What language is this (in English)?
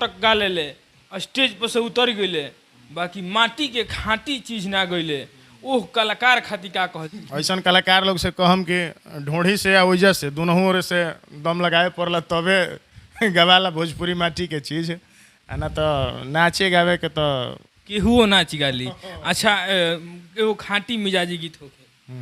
Bhojpuri